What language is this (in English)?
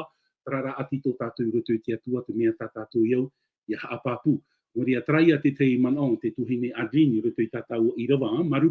Tahitian